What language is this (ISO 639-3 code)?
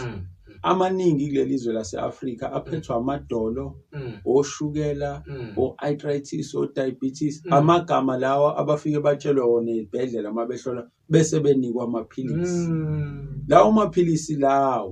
zul